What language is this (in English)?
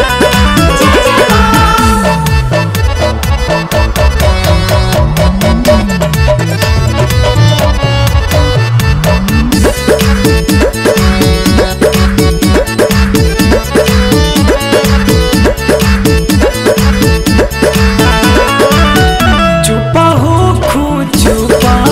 Bhojpuri